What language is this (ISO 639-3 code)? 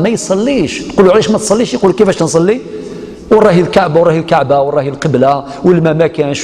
arq